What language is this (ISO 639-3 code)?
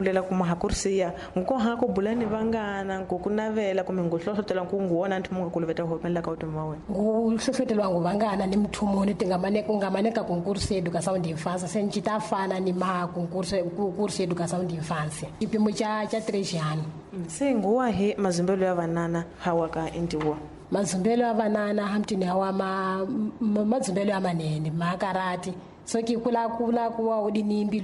tso